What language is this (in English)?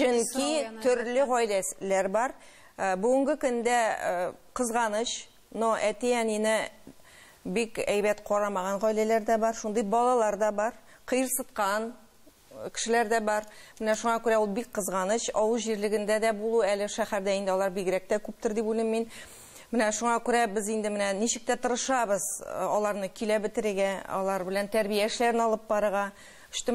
Tatar